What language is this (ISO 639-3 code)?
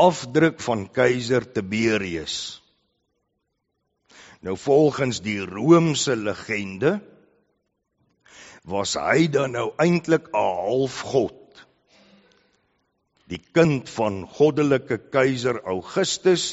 afr